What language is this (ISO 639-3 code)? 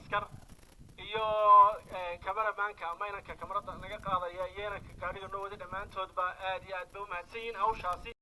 som